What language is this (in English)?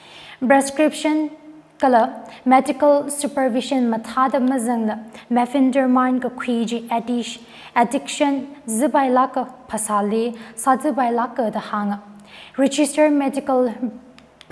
Tangkhul Naga (India)